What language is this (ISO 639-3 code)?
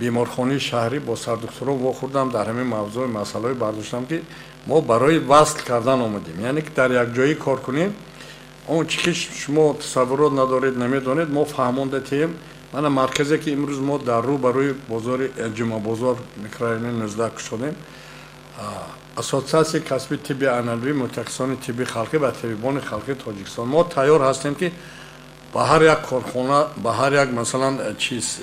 tgk